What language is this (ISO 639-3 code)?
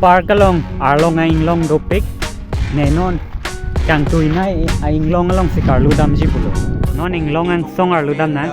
mjw